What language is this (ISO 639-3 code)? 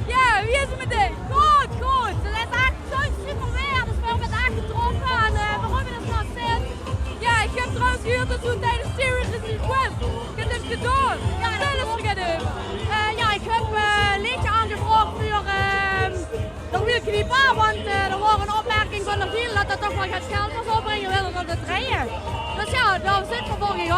lim